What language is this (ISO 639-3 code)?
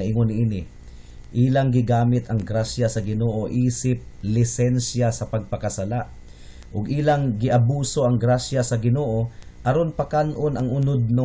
ceb